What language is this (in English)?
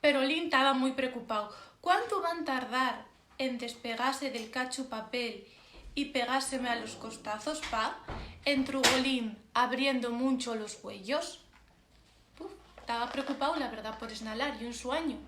Asturian